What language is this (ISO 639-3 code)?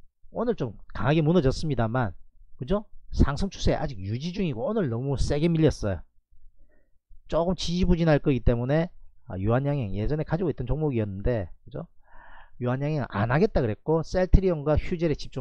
kor